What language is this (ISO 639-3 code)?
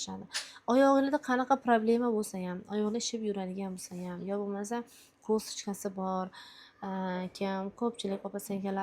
uzb